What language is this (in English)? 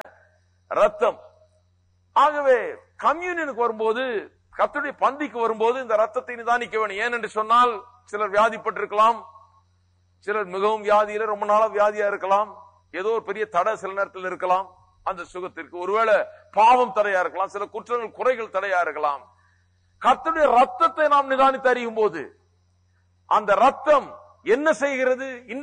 Tamil